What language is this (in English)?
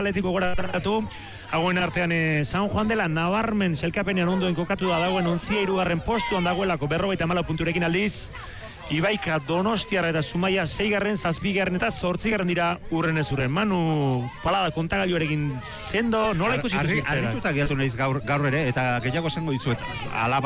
Basque